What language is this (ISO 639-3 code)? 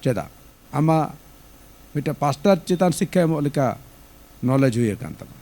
sat